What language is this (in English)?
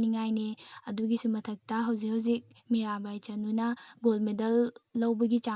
Manipuri